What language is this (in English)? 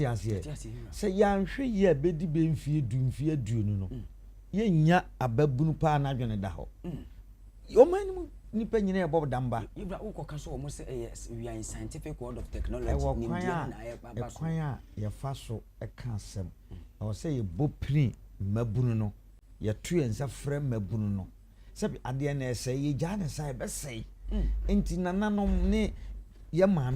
Akan